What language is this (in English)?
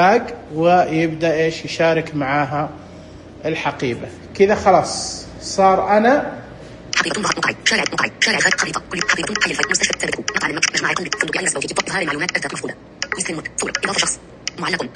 Najdi Arabic